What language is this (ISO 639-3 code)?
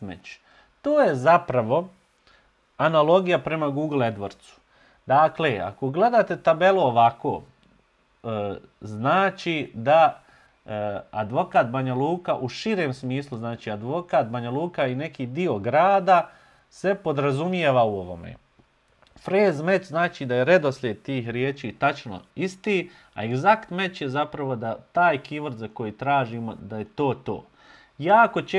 bos